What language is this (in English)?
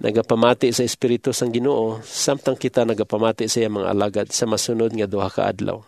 Hiligaynon